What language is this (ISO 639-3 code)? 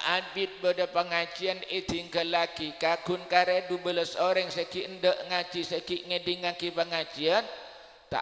mad